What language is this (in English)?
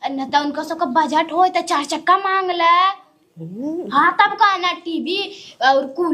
Awadhi